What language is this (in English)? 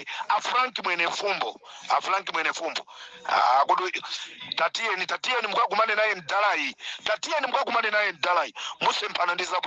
Nyanja